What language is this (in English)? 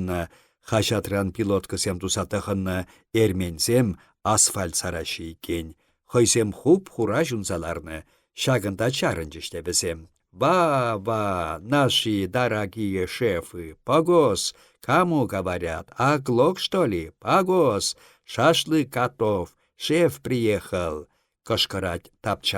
Chuvash